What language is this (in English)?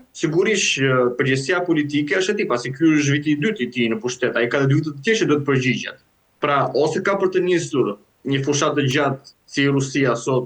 Albanian